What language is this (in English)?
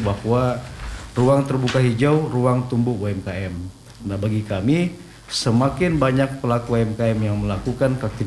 Indonesian